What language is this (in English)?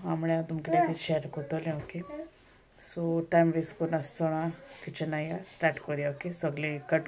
Konkani